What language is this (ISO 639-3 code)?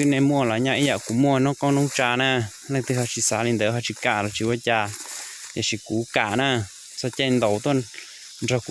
hmn